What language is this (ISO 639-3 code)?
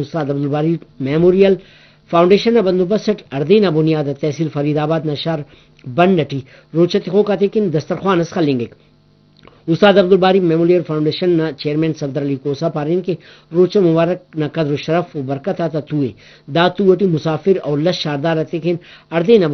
brh